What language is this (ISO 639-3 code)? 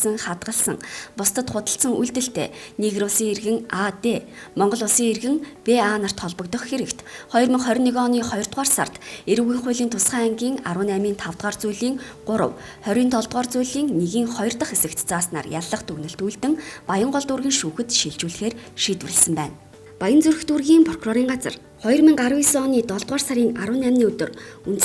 mon